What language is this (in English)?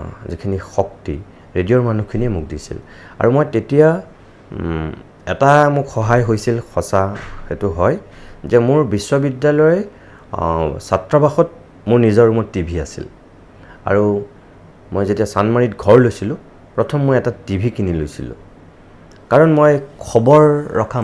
Assamese